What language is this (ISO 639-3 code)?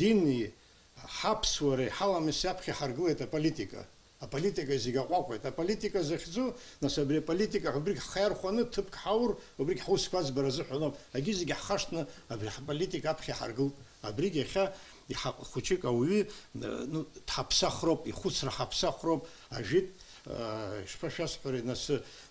abk